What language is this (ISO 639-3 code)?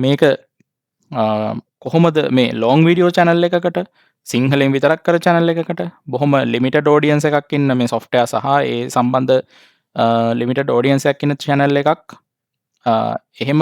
sin